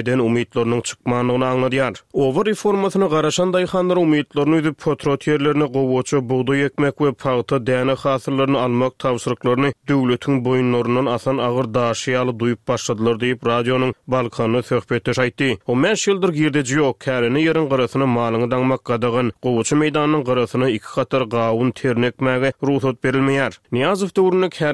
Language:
Turkmen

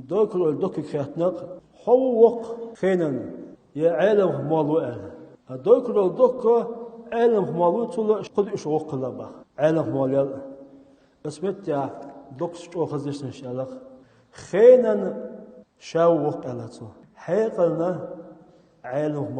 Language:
Chechen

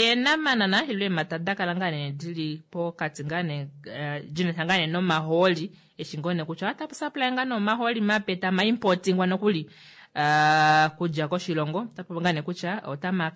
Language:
Kuanyama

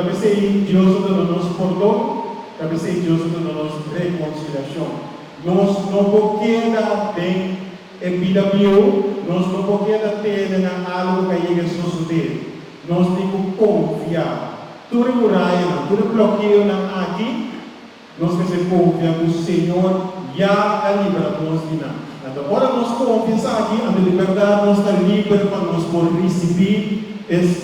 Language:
Papiamento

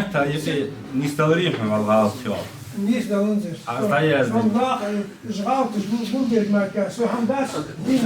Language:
Ingush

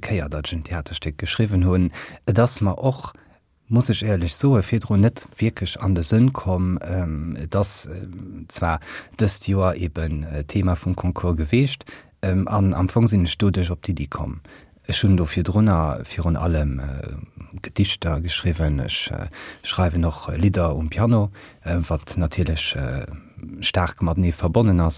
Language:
Luxembourgish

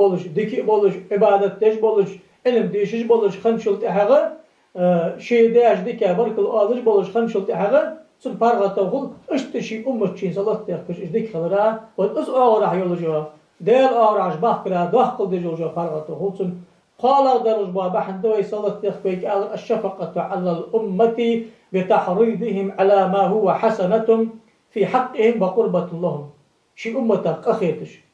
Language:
Ingush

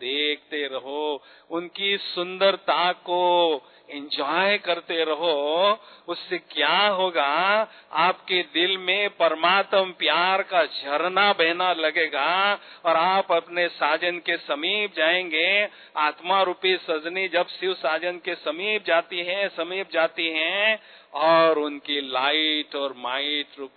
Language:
Hindi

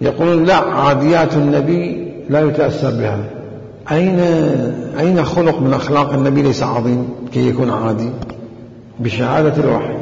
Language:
Mesopotamian Arabic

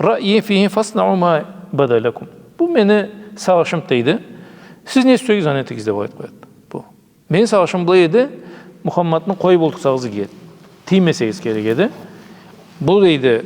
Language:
Karachay-Balkar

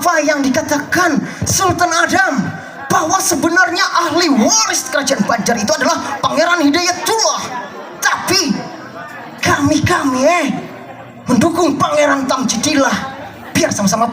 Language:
Banjar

